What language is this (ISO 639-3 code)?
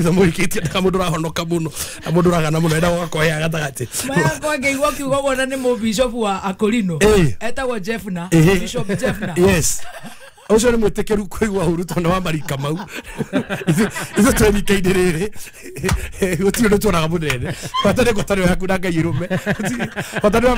kik